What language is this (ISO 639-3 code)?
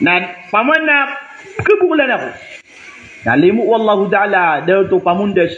mrw